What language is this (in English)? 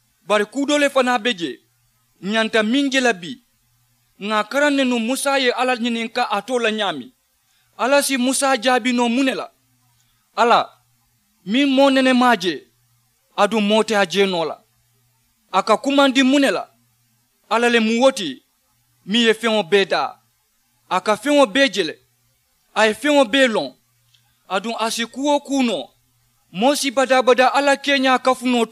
Mandingo